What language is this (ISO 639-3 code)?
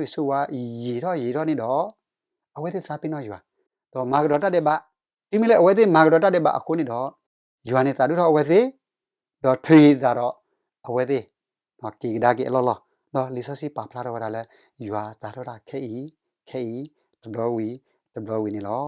ksw